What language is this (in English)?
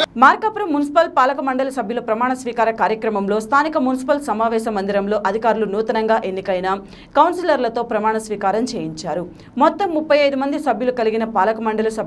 Telugu